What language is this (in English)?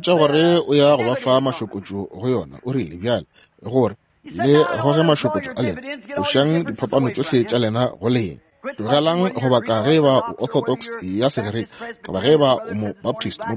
Northern Sotho